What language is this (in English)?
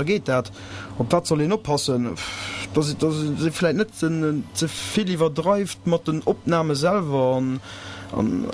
Luxembourgish